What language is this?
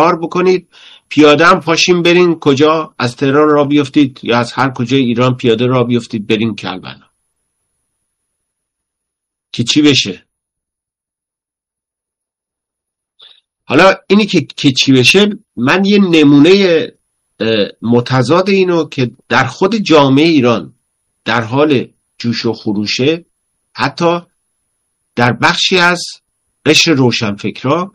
Persian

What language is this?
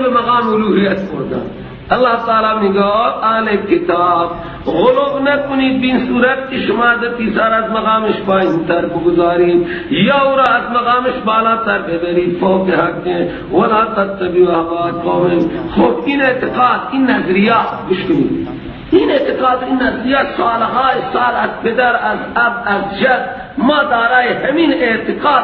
Persian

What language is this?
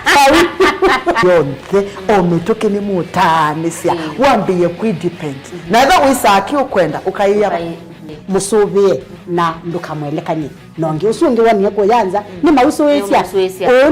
Kamba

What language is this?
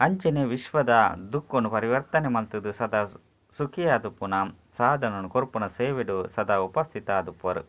Tulu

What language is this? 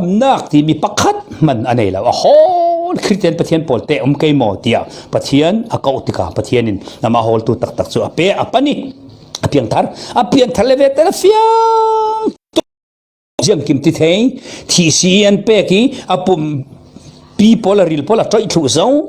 Falam Chin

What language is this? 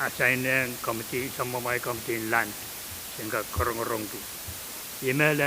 Pohnpeian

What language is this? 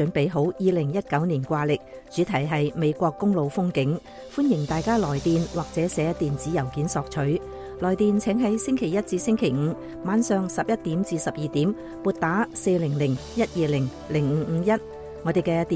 Cantonese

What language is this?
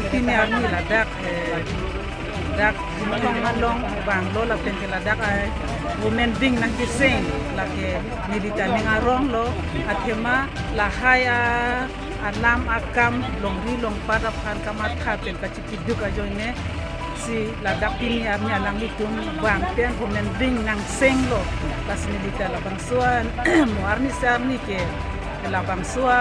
Karbi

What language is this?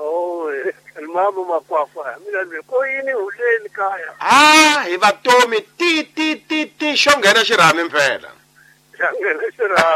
Tsonga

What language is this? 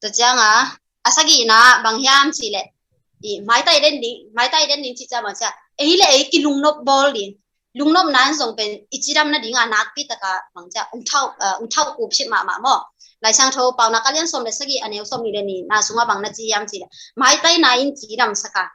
Tedim Chin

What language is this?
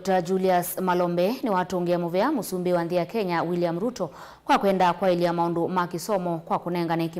Kamba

